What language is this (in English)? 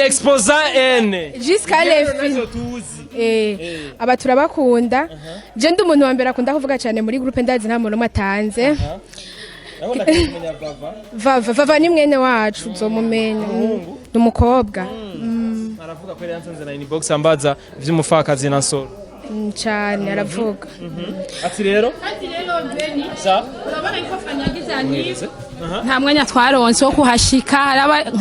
Rundi